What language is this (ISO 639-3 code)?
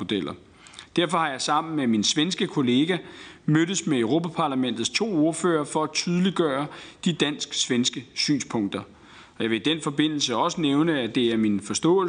dan